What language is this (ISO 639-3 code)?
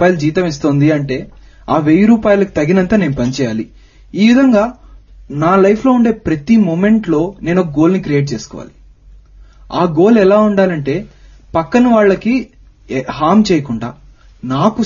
tel